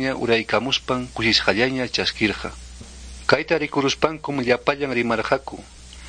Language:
Quechua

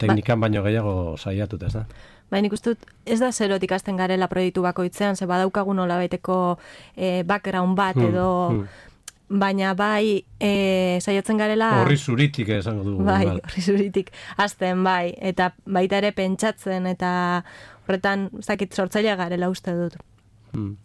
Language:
Basque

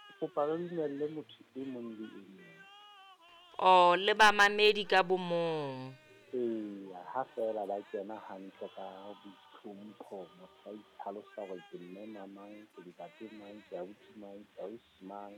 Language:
Southern Sotho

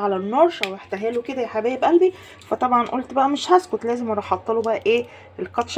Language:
Egyptian Arabic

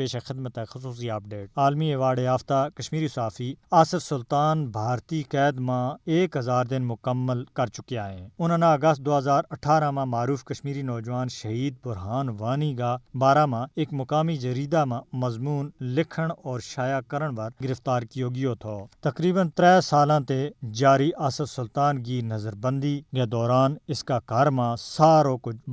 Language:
Gujari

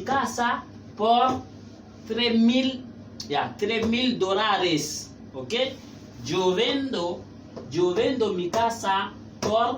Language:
Haitian Creole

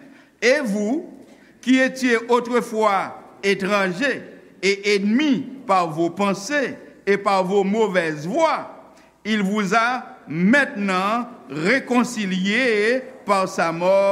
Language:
Haitian Creole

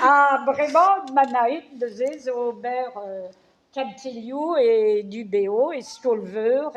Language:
Breton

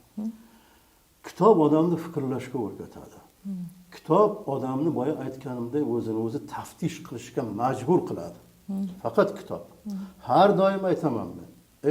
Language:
Uzbek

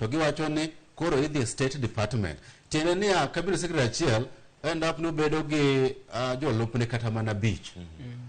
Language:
Luo (Kenya and Tanzania)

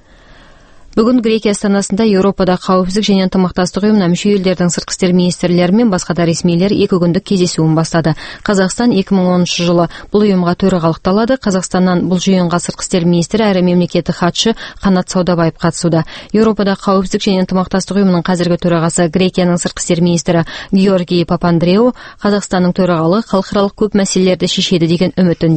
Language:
Kazakh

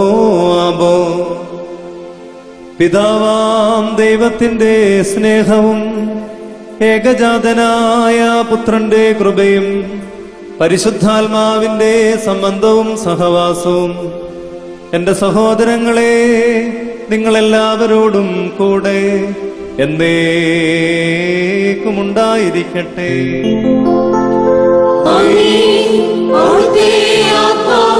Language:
Malayalam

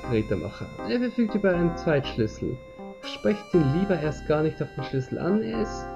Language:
German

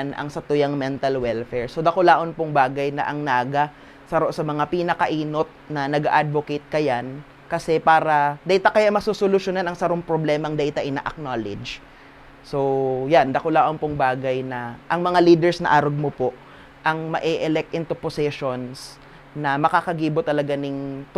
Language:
Bikol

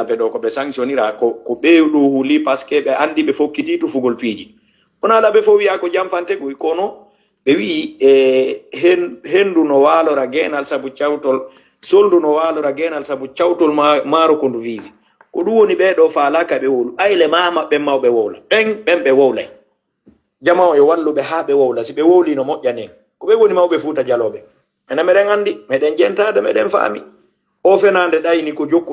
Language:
Fula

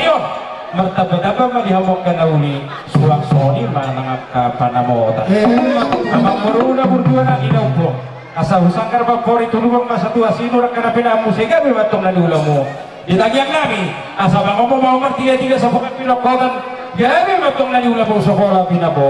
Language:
Batak Toba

